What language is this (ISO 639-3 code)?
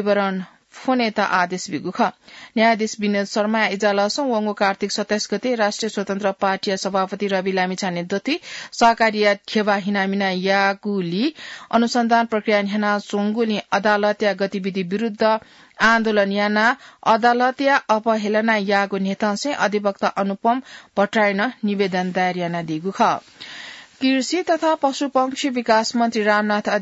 new